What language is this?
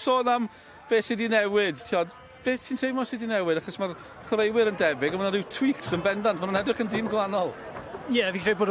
Welsh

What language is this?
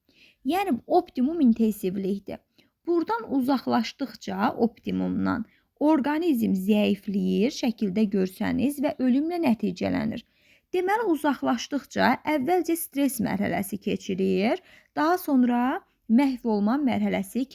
Azerbaijani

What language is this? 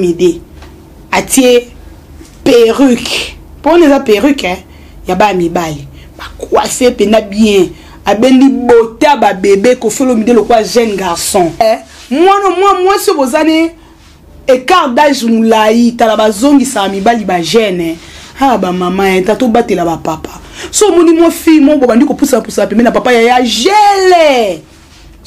Lingala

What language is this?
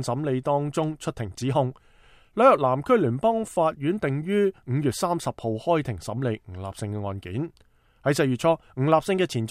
Cantonese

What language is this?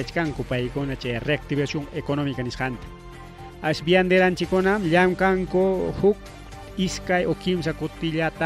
Ayacucho Quechua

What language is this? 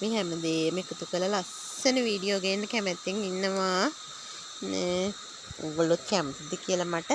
Sinhala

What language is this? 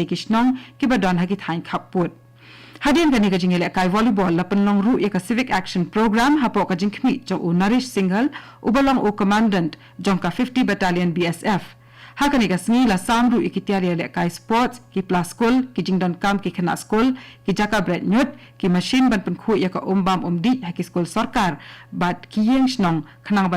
Khasi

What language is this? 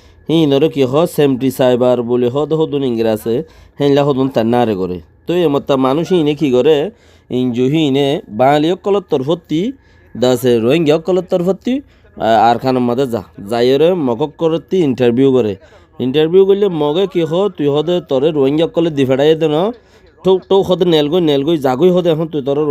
Rohingya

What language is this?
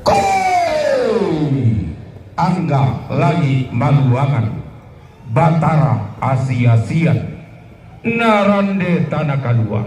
Toraja-Sa'dan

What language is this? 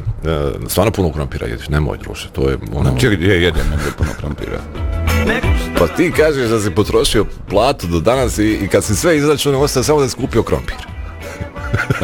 Bosnian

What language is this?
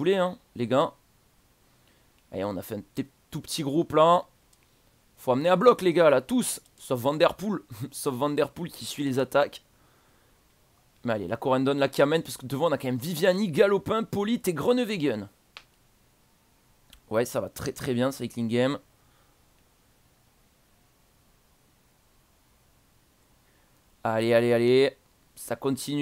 French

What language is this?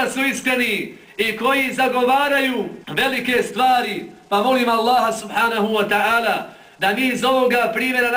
Bosnian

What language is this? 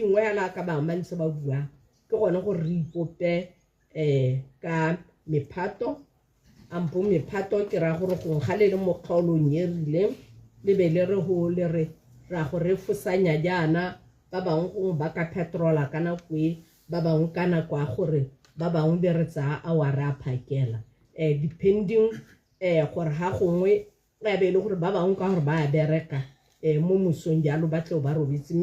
Tswana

